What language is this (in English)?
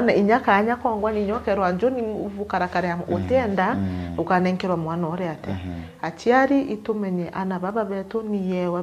Meru